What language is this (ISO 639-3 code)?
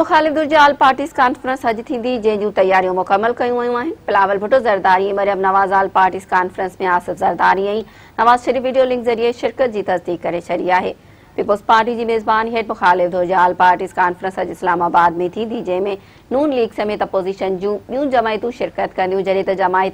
snd